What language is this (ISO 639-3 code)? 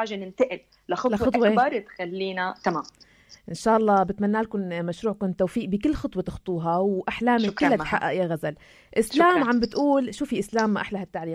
apc